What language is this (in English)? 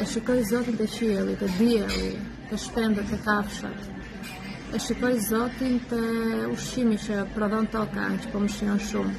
Albanian